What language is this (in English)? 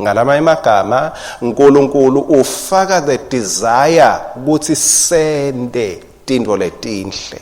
Swati